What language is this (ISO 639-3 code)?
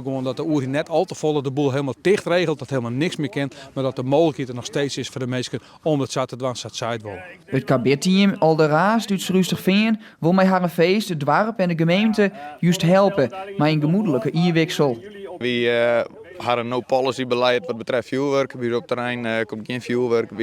fry